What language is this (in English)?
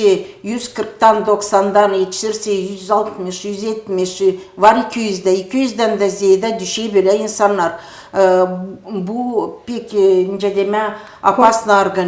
Gagauz